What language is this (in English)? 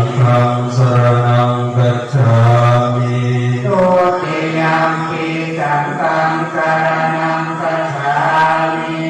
Pali